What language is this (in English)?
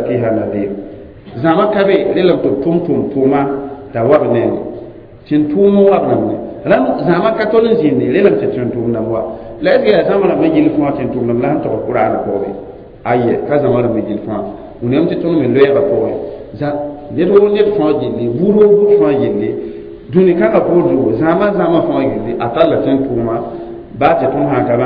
Mossi